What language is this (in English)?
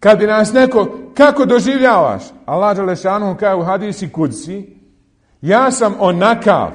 Bosnian